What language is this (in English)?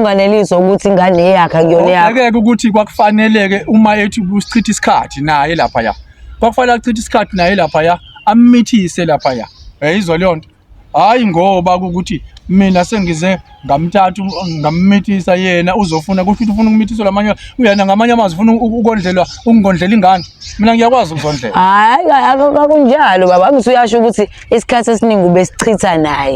Zulu